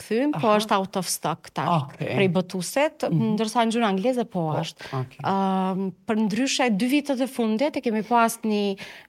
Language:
Albanian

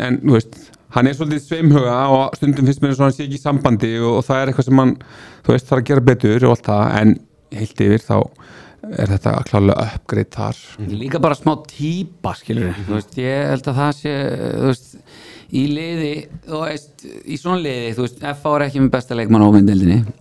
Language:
Icelandic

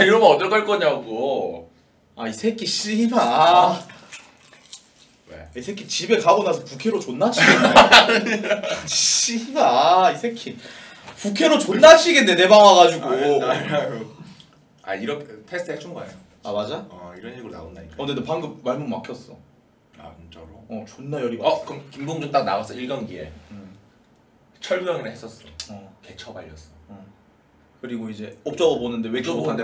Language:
Korean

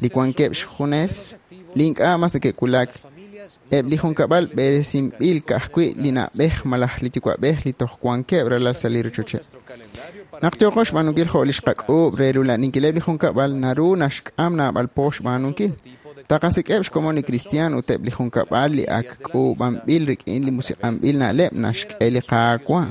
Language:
Kekchí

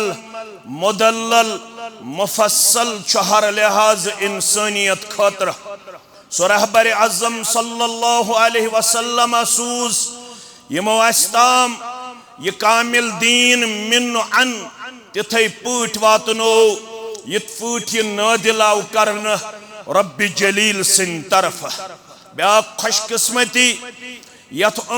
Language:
Kashmiri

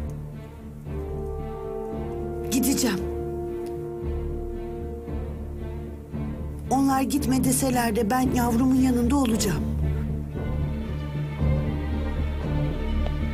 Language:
Turkish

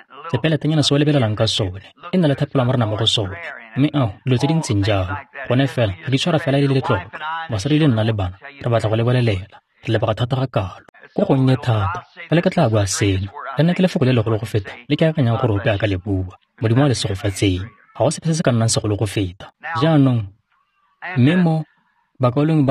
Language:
Tswana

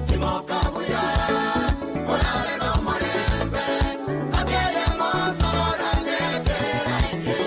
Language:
Gusii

